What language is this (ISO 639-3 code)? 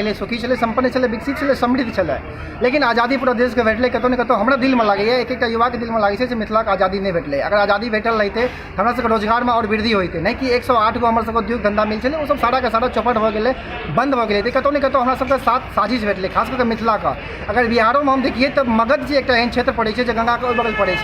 mai